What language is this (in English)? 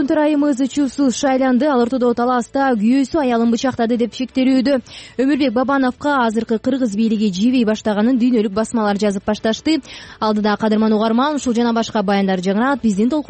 Kyrgyz